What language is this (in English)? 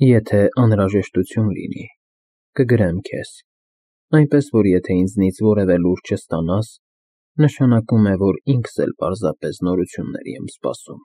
Armenian